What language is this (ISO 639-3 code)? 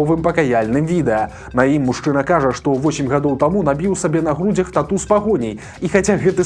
bel